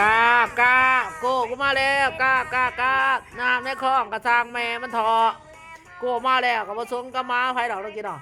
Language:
Northeastern Thai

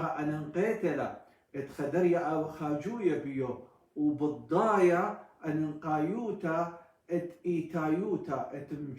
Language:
Assyrian Neo-Aramaic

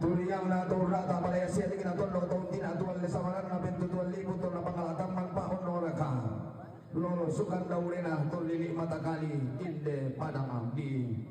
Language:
Toraja-Sa'dan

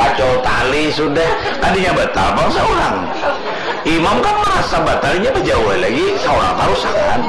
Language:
Banjar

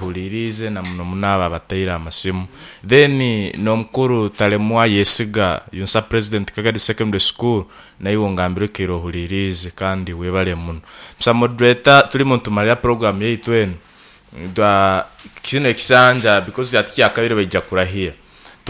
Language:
Nyoro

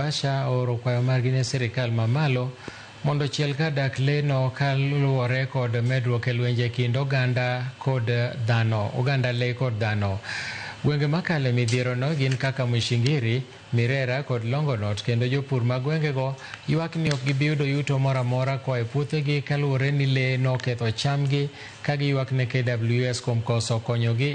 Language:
Luo (Kenya and Tanzania)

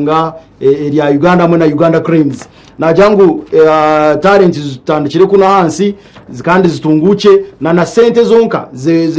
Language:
Nyankole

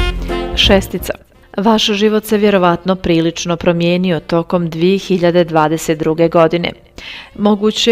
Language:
Bosnian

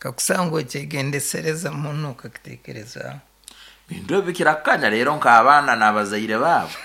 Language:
Nyankole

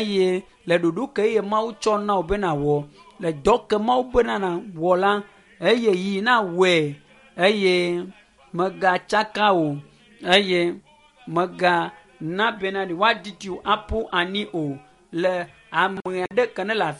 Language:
Ewe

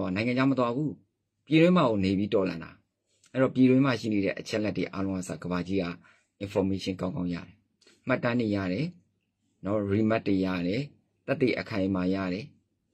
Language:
Burmese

